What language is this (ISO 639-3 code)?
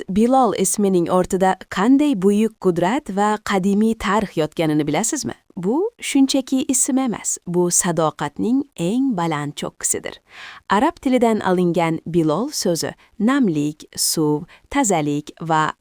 uzb